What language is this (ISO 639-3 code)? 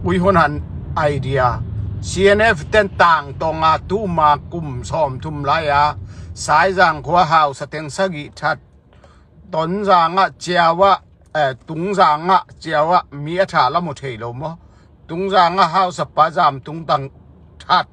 ctd